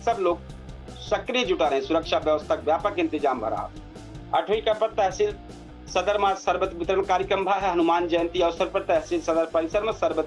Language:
Awadhi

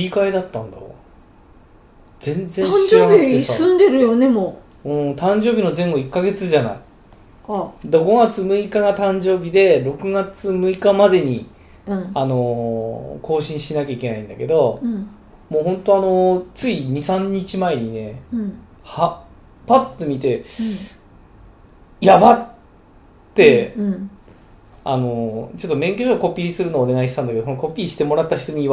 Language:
Japanese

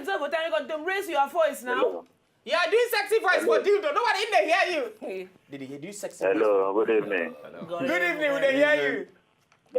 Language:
Nigerian Pidgin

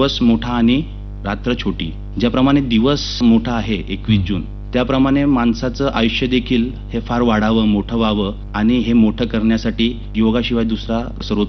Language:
Marathi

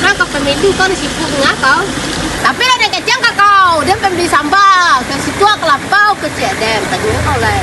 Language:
Minangkabau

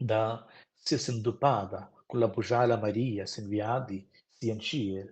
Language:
Romansh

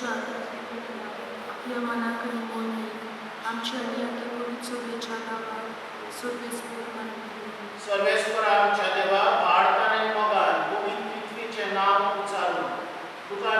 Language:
Konkani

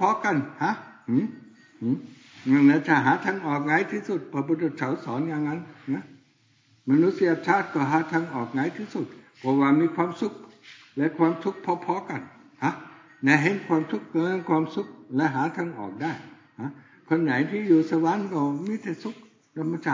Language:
Thai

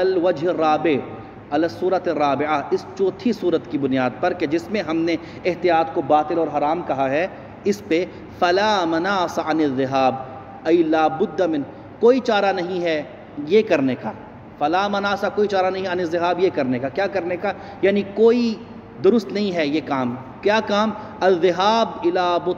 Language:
Urdu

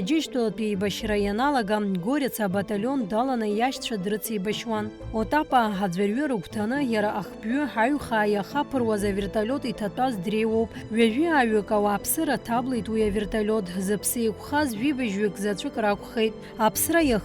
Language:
Abkhazian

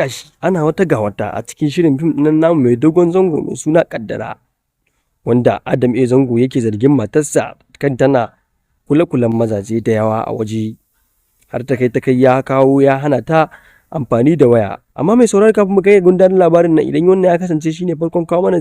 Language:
Hausa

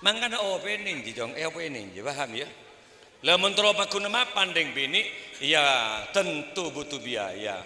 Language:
Madurese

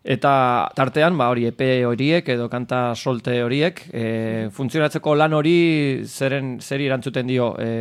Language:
Basque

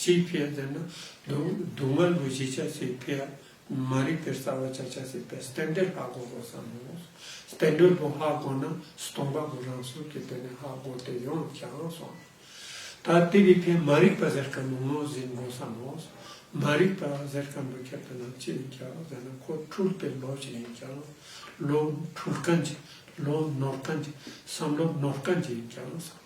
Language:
Ladakhi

